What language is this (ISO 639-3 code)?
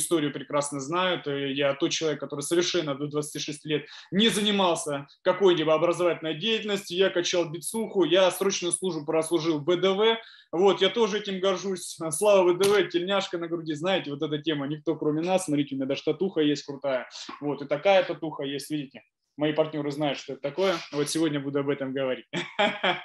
rus